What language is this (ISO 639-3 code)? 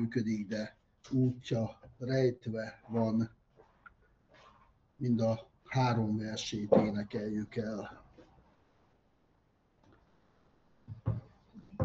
hun